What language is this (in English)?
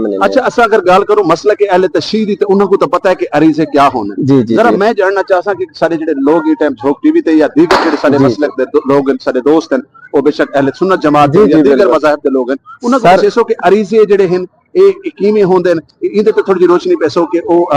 Saraiki